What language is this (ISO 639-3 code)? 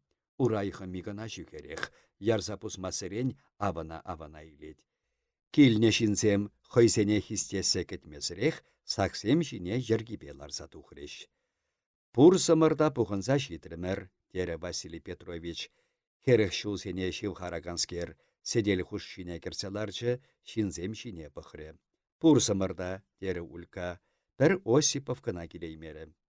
chv